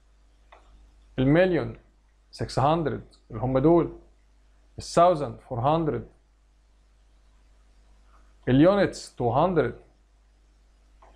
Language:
Egyptian Arabic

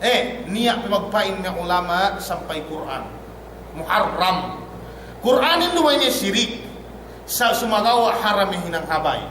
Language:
Yakan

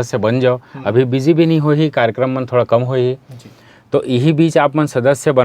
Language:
Chhattisgarhi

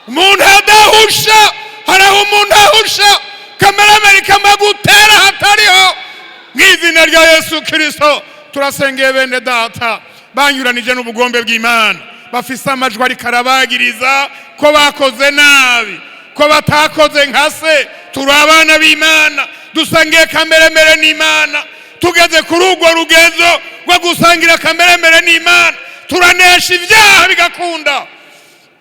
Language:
Rundi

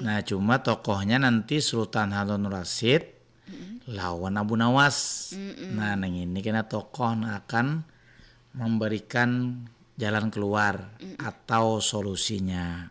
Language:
Banjar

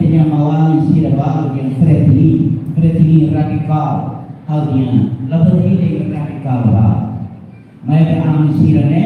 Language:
Tetum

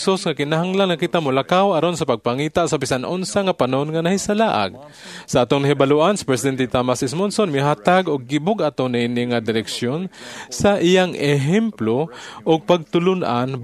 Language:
Cebuano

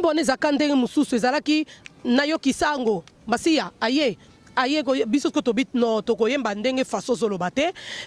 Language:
Lingala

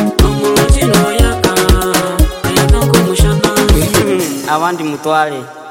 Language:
Kinyarwanda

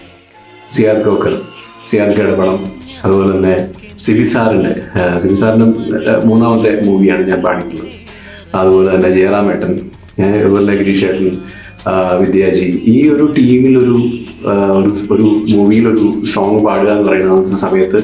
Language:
Malayalam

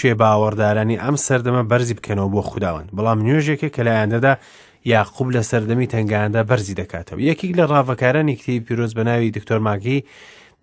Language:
Central Kurdish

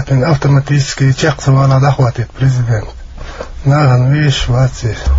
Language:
Chechen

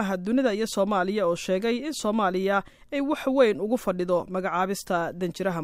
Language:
Somali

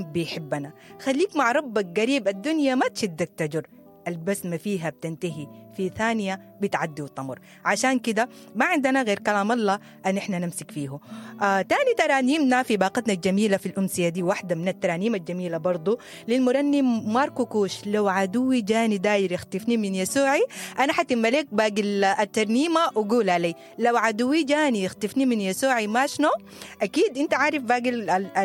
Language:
Sudanese Arabic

